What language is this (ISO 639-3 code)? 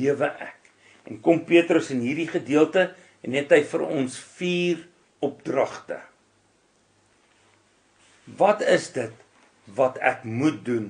afr